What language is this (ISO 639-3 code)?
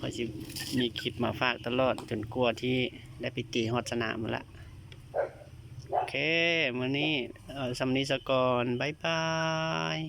lao